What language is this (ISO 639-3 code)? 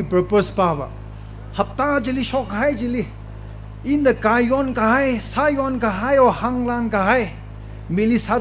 nmf